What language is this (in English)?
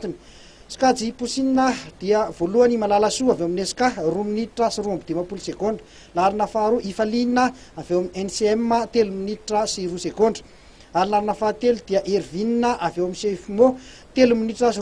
Malagasy